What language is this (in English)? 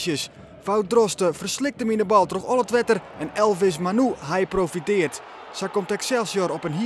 Western Frisian